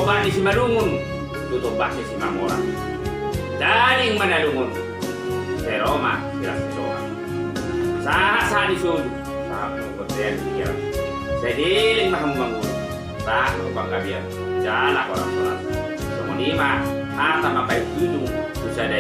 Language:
Batak Toba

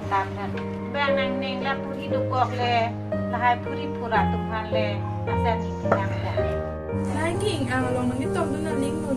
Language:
Karbi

